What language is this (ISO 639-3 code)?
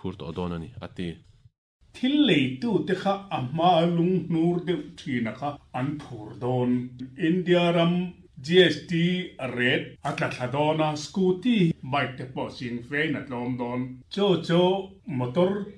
lus